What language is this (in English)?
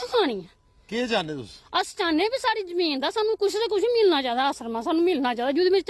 Dogri